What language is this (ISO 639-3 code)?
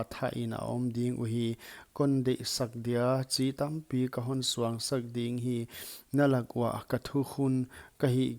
pck